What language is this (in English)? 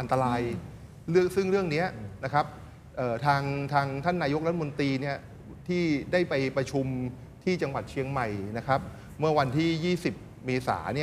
Thai